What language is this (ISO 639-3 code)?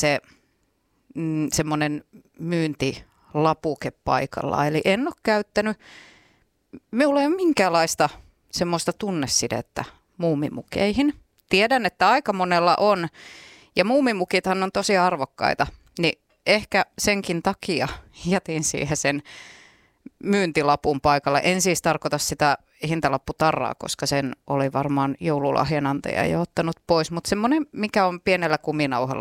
fin